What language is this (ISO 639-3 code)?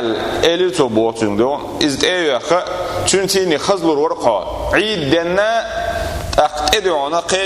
che